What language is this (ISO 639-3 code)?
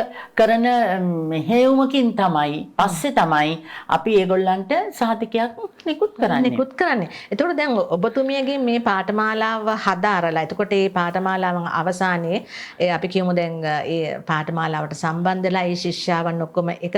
sin